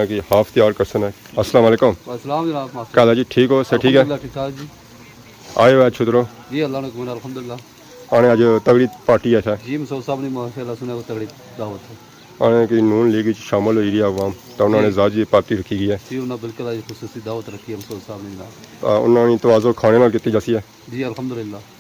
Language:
Pahari-Potwari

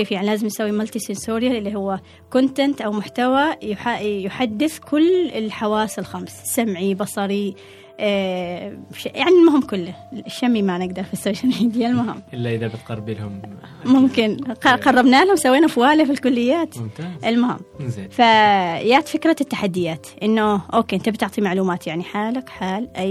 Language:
Gulf Arabic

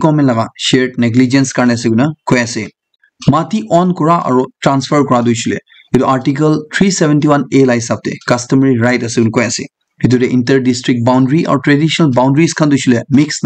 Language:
Naga Pidgin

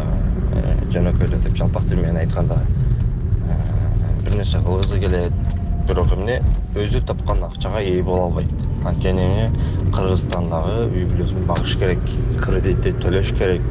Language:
Kyrgyz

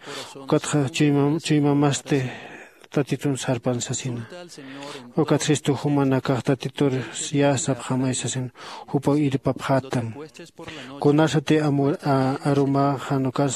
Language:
Aymara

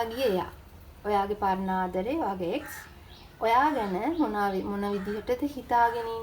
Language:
Sinhala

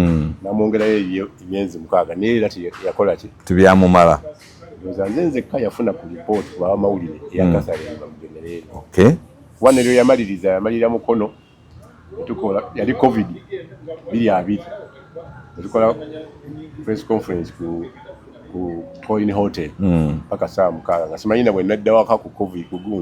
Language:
Ganda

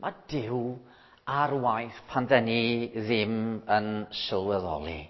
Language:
Welsh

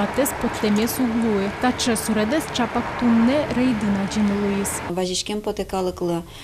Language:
Udmurt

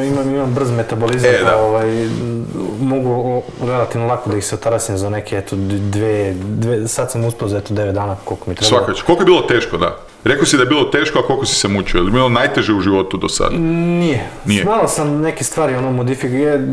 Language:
Croatian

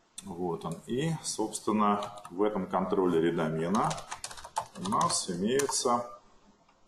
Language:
Russian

